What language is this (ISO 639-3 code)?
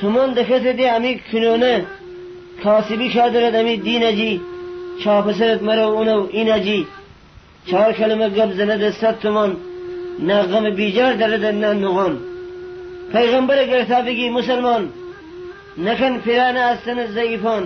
glk